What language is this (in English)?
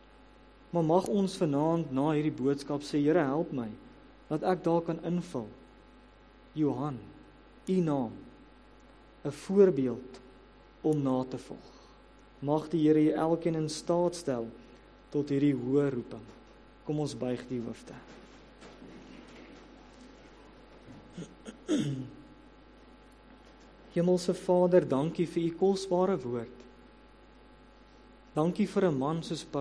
Afrikaans